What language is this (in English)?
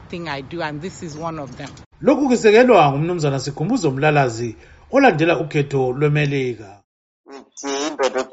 North Ndebele